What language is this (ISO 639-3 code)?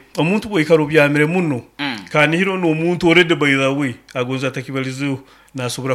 nyo